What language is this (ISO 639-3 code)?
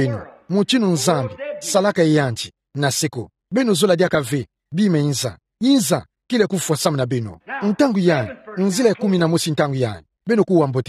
ktu